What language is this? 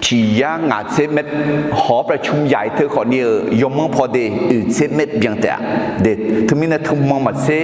Akha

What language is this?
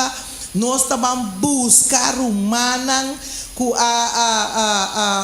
Papiamento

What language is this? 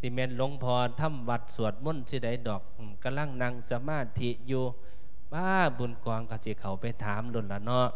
Lao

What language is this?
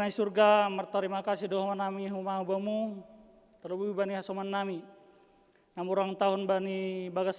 Batak Simalungun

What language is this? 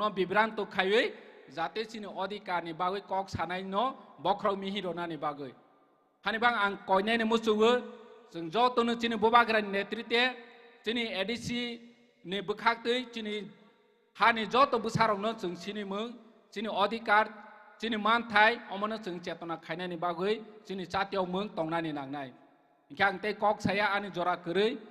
Kok Borok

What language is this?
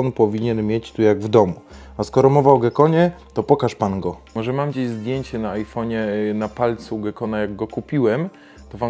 Polish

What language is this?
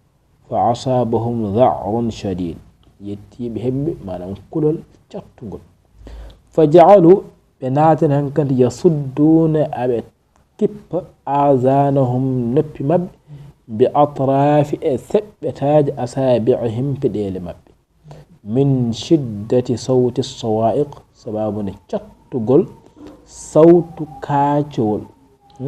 Fula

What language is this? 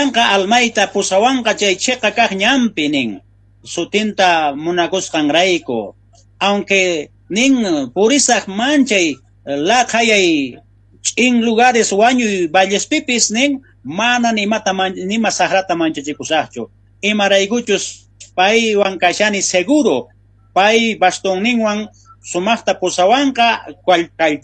South Bolivian Quechua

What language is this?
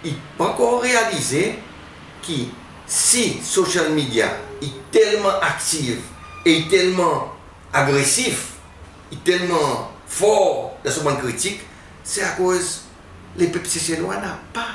Seselwa Creole French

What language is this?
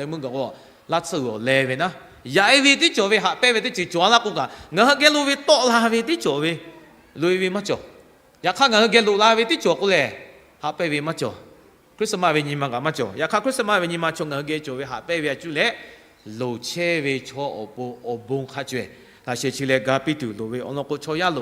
Lahu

